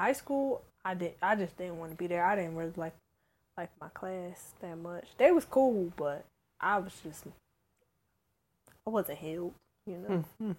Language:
English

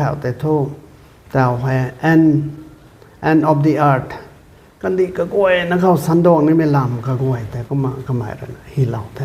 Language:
Rongmei Naga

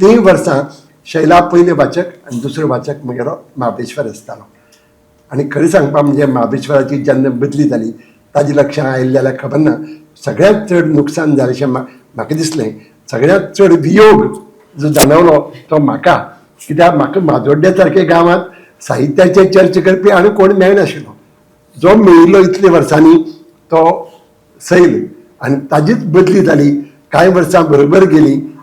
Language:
Konkani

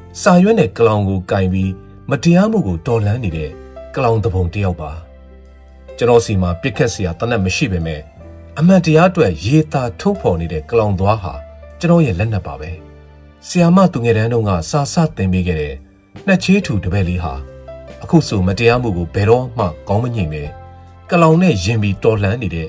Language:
Burmese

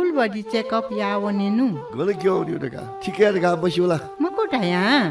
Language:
Newari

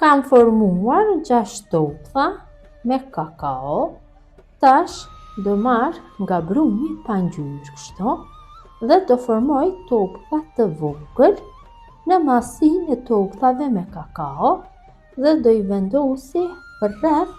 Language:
Albanian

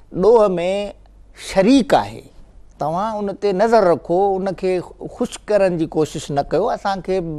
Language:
Sindhi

